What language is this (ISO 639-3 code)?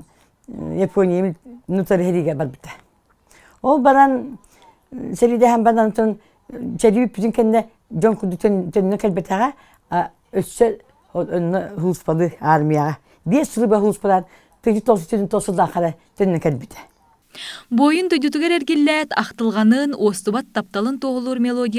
sah